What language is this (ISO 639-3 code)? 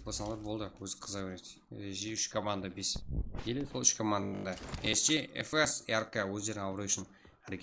kaa